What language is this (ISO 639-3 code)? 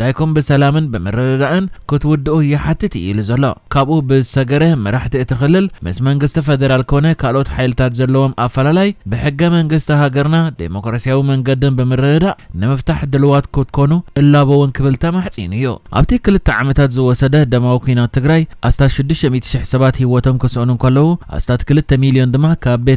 tir